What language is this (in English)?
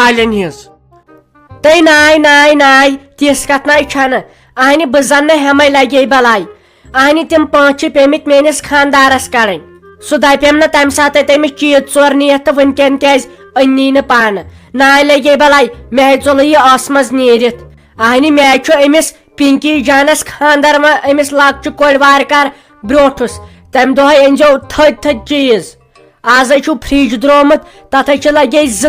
Kashmiri